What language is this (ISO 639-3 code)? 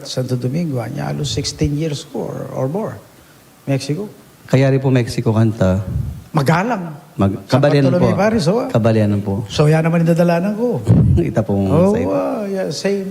pam